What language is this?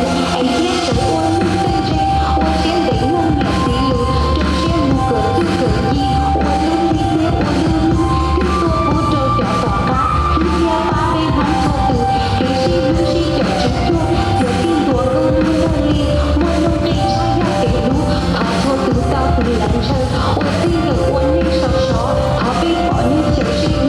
Hmong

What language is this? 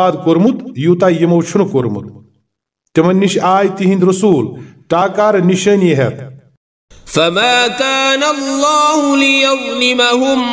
Kashmiri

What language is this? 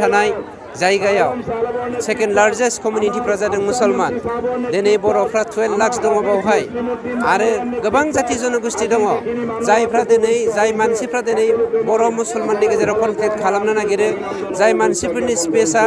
Bodo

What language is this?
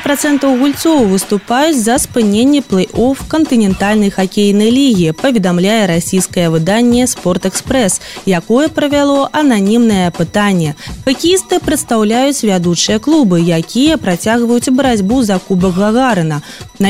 Belarusian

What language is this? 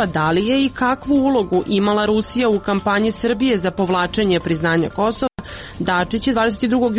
Serbian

